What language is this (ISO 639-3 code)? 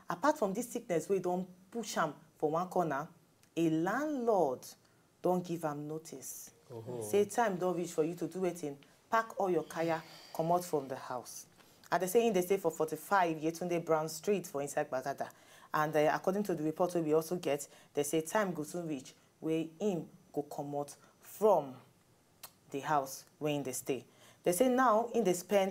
pcm